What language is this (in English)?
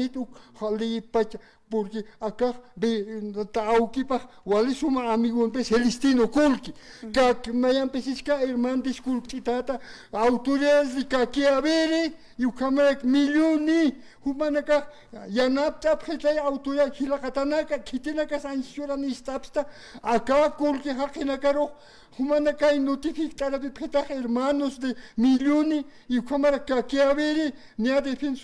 Aymara